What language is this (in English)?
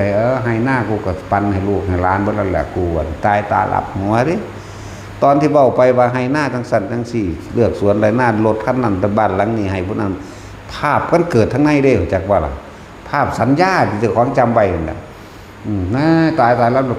Northeastern Thai